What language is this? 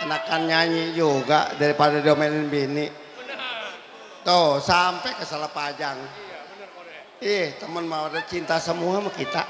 Betawi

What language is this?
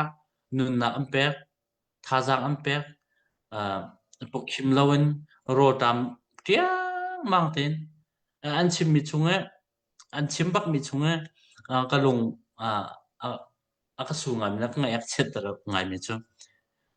Hakha Chin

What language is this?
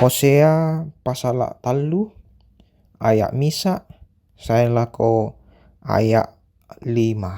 Toraja-Sa'dan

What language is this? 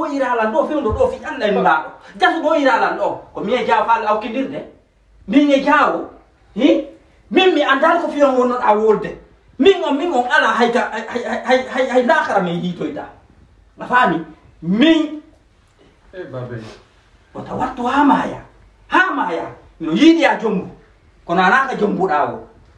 Fula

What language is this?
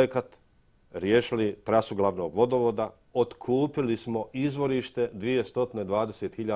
Bosnian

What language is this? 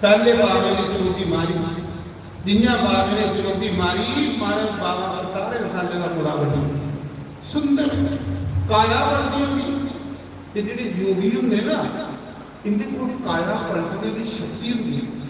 Dogri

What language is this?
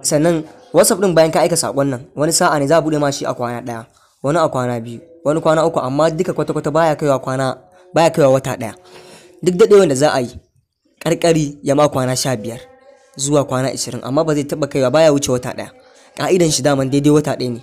Hausa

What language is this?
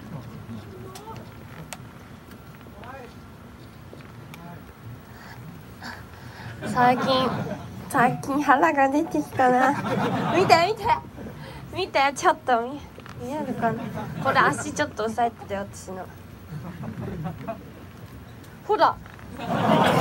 Japanese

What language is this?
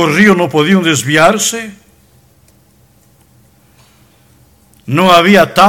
Spanish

